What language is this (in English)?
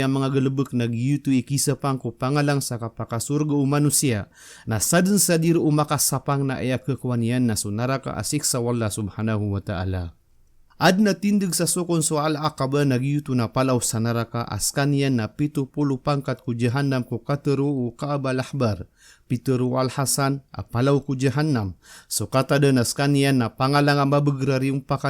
Maranao